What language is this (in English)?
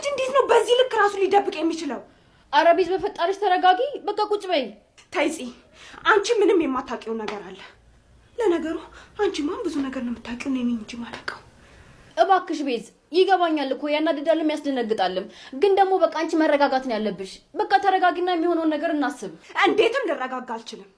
Amharic